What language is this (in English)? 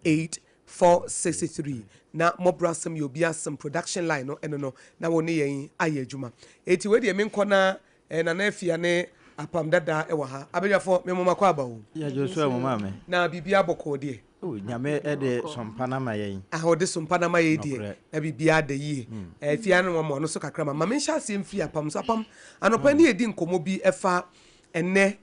Akan